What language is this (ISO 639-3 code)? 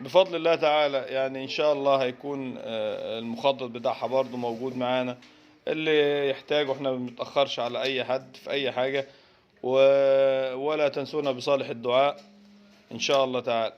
arz